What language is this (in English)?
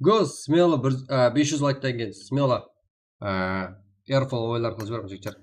Kara-Kalpak